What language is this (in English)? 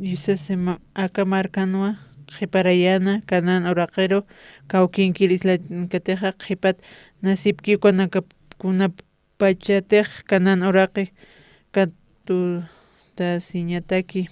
Aymara